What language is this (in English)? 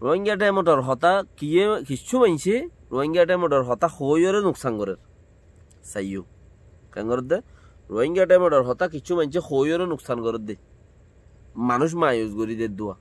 Rohingya